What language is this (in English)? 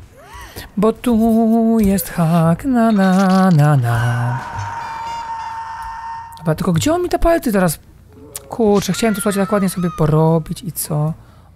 Polish